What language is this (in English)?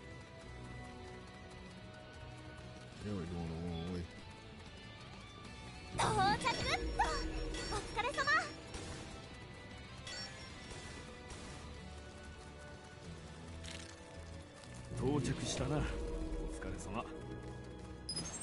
Japanese